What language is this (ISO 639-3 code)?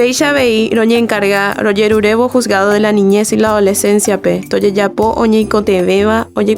grn